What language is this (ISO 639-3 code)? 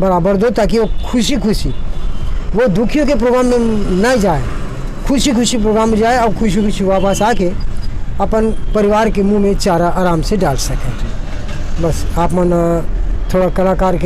hne